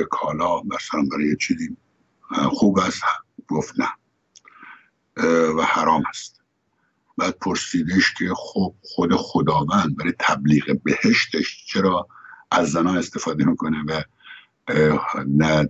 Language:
Persian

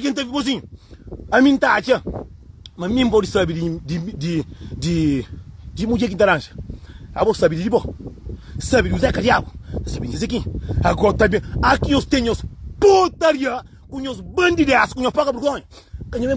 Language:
Kabuverdianu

